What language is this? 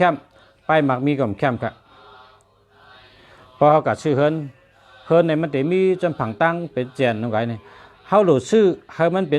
Shan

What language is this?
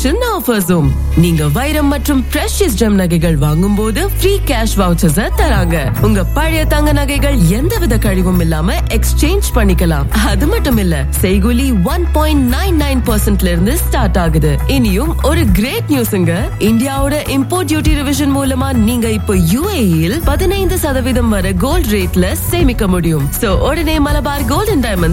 Tamil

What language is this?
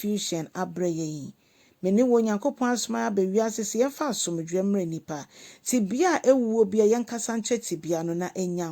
Akan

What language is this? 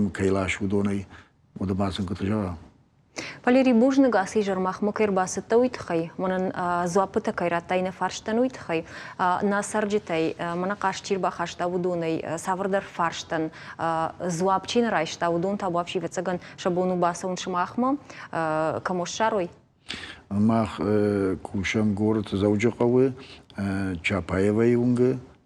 Ossetic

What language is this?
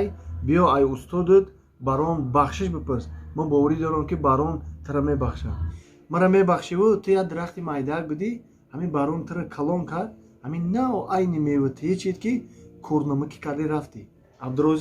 Tajik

